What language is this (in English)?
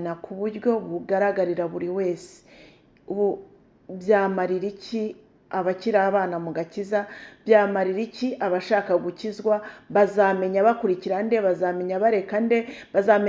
Kinyarwanda